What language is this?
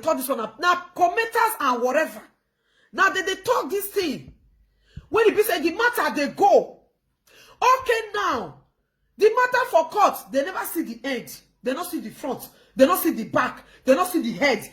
Nigerian Pidgin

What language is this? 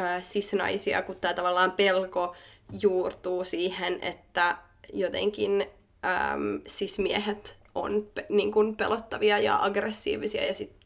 Finnish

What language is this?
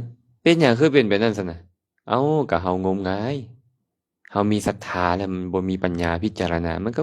Lao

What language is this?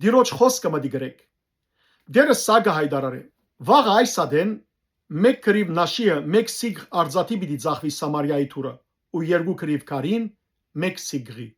Western Armenian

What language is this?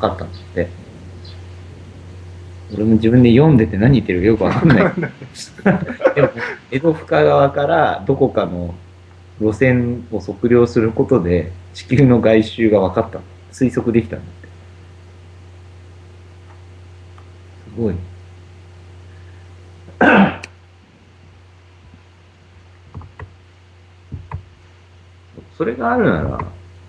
Japanese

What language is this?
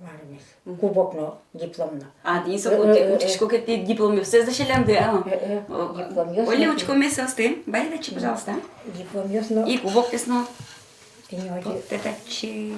Udmurt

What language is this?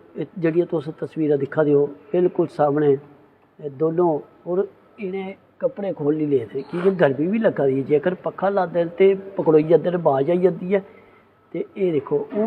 Dogri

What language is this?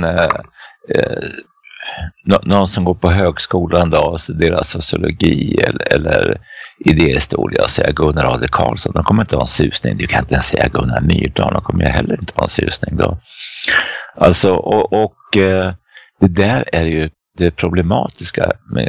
Swedish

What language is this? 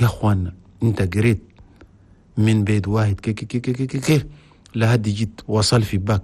Chadian Arabic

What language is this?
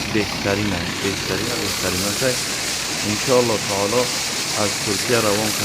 Tajik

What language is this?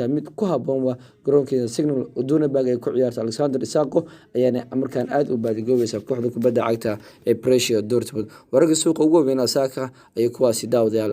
Somali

